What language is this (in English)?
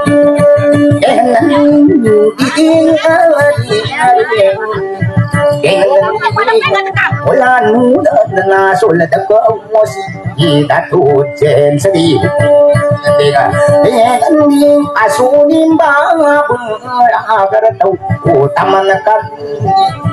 Indonesian